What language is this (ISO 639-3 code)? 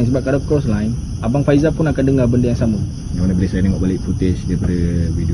msa